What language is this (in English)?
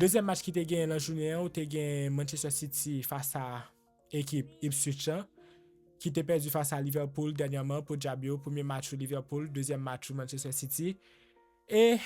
Haitian Creole